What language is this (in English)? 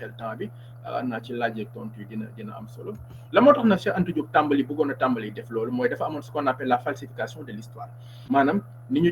Wolof